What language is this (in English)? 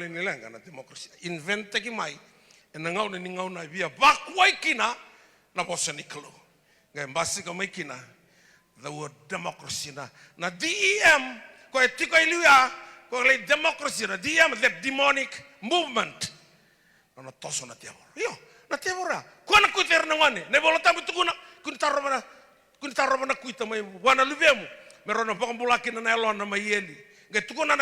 Fijian